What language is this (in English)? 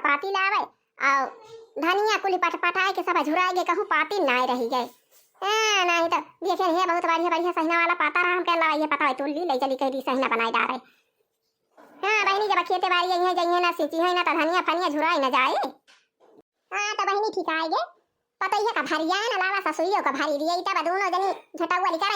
Awadhi